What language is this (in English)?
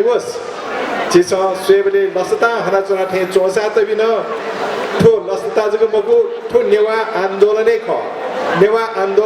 Newari